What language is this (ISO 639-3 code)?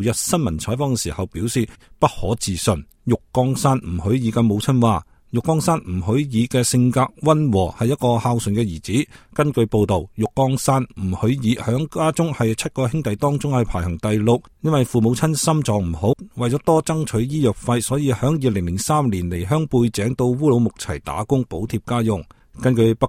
yue